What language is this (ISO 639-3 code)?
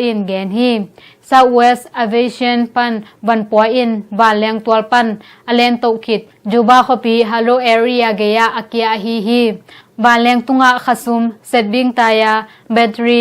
ctd